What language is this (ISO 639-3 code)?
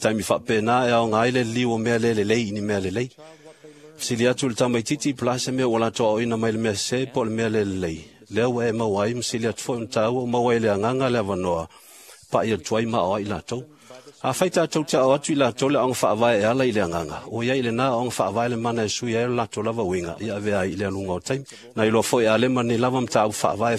smo